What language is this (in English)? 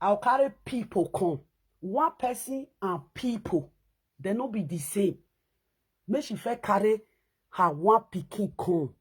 Nigerian Pidgin